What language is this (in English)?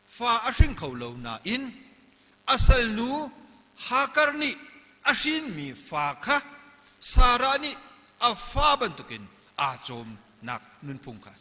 Hakha Chin